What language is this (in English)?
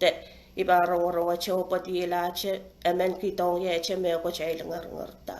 Pohnpeian